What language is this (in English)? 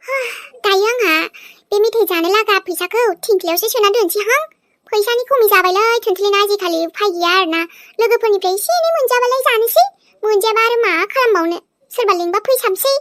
Bodo